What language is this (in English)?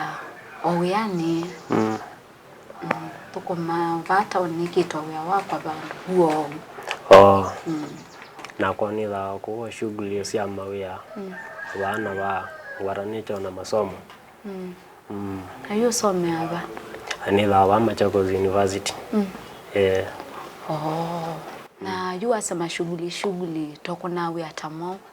Kamba